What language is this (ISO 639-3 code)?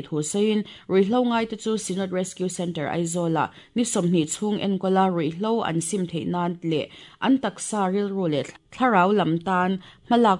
lus